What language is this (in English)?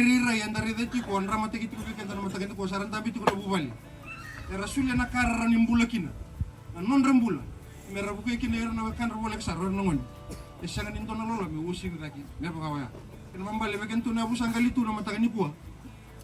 Fijian